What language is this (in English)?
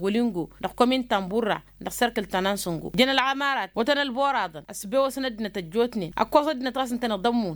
Tamasheq